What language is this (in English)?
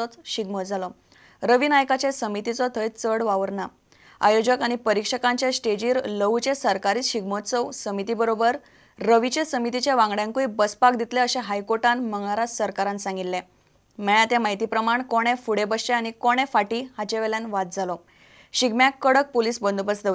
Konkani